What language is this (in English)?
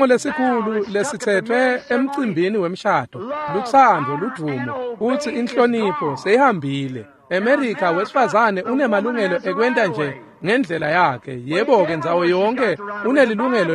Swati